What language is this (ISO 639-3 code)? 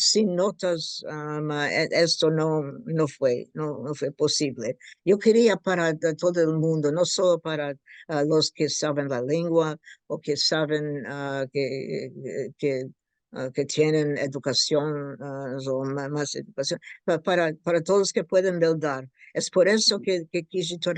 lad